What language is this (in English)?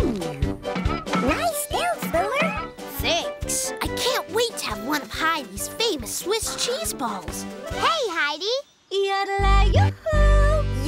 English